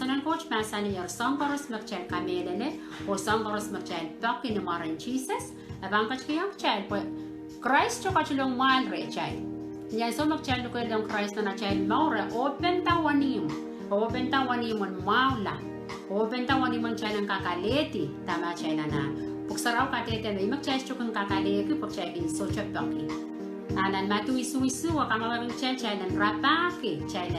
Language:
Pohnpeian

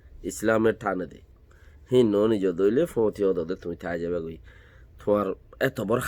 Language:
Rohingya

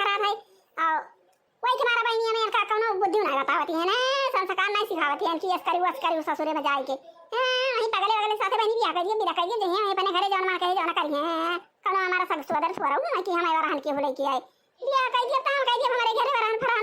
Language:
Awadhi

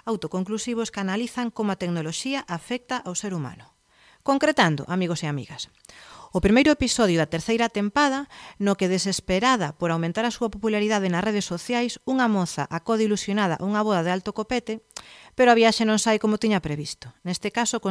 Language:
Galician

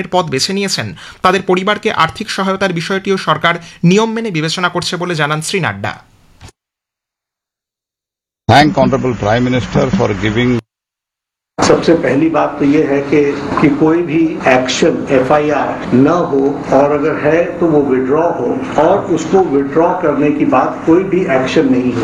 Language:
Bangla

